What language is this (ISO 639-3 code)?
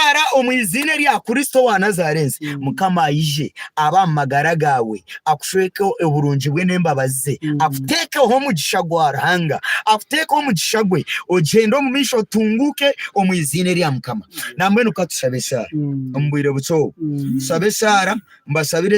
nyn